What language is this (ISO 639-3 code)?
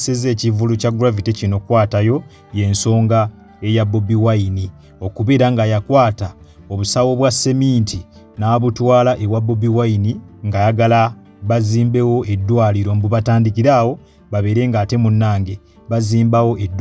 lug